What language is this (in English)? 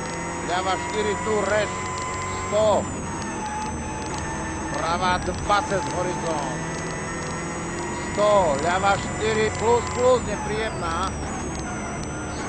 Slovak